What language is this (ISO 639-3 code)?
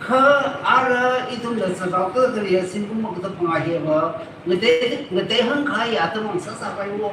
nmf